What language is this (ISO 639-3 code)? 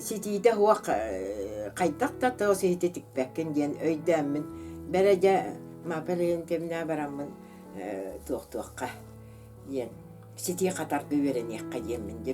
sah